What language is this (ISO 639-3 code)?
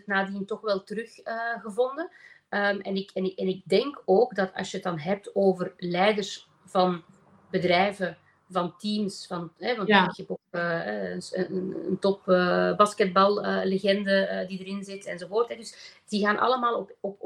nld